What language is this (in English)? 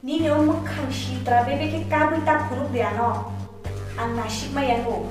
Kok Borok